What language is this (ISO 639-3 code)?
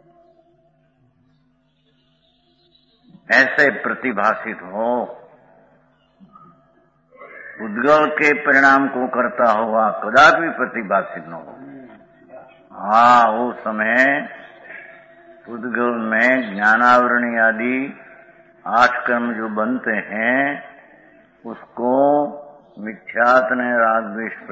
hin